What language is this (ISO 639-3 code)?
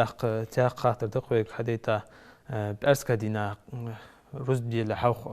inh